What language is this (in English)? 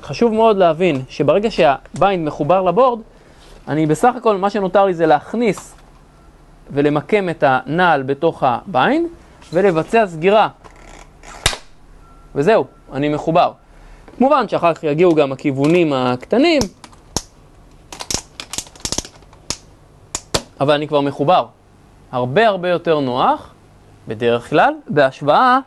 Hebrew